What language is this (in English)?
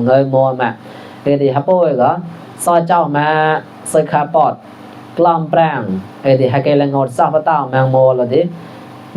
Mon